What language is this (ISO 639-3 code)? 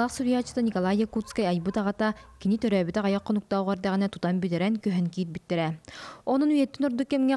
sah